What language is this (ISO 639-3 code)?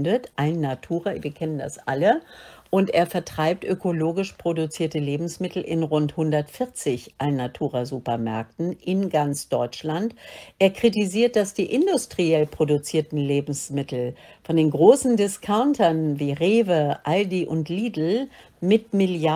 deu